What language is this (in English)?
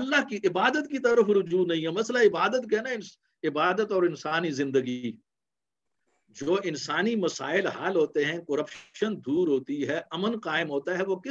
Urdu